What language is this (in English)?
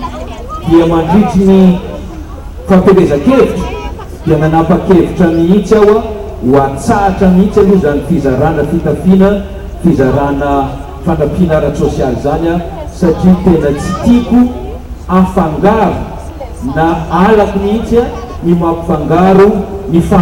Malagasy